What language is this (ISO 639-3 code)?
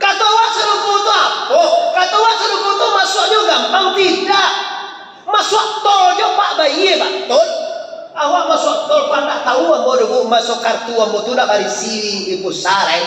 min